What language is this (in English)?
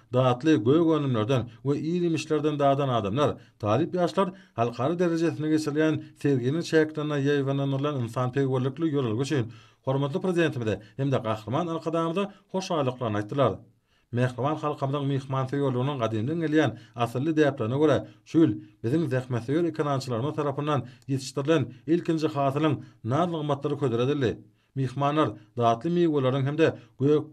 Turkmen